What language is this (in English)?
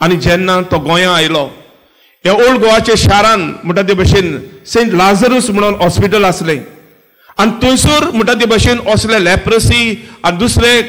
Konkani